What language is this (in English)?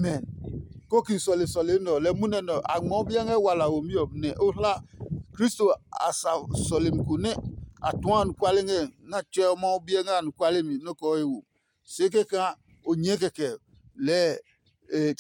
Adangme